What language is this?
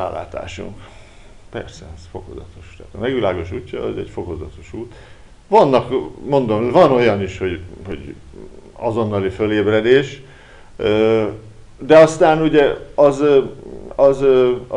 Hungarian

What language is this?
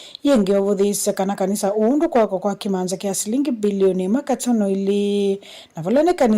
Kamba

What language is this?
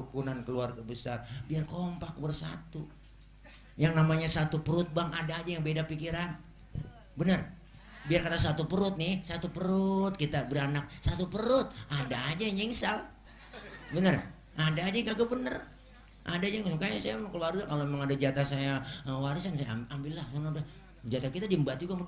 Betawi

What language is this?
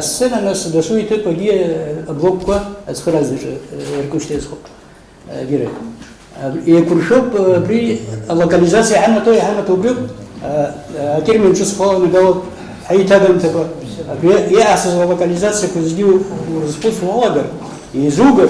Abkhazian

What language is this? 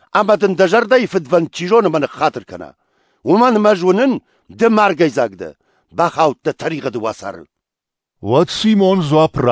Ossetic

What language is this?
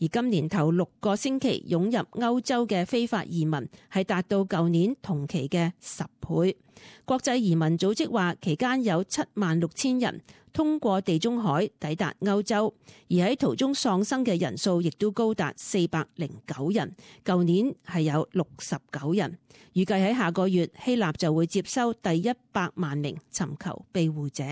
Cantonese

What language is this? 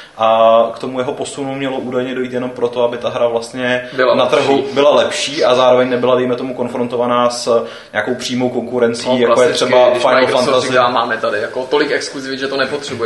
Czech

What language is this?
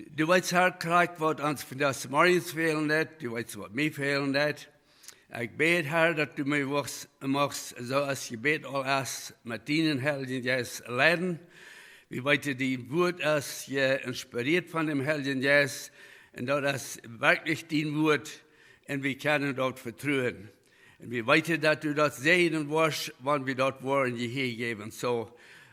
Plautdietsch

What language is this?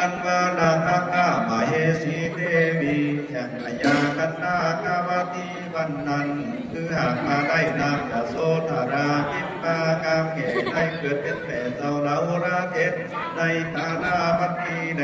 Lü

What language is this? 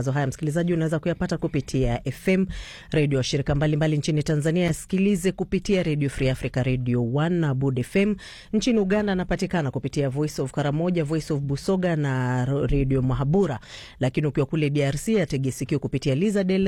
Swahili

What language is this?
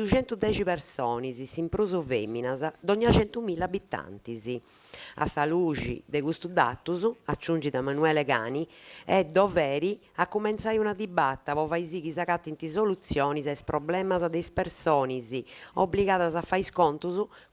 Sardinian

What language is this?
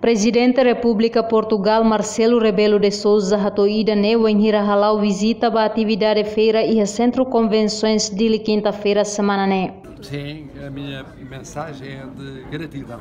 Tetum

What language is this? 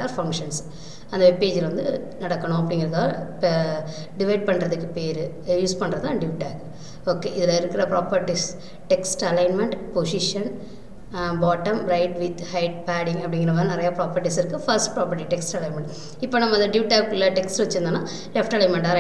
Tamil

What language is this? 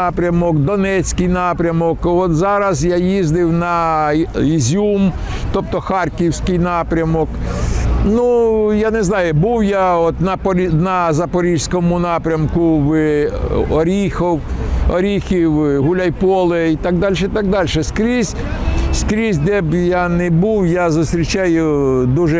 Ukrainian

